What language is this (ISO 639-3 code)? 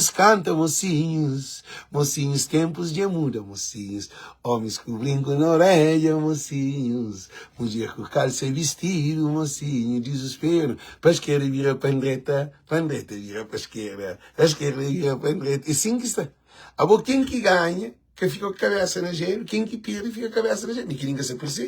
kea